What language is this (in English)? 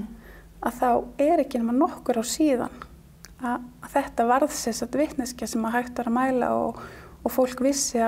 Icelandic